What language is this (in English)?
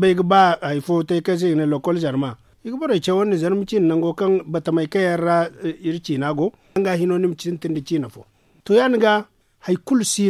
Zarma